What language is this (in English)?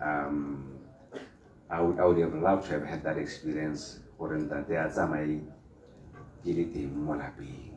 Tswana